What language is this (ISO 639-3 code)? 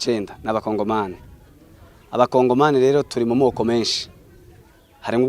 run